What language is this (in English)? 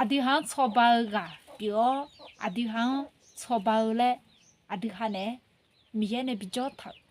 Akha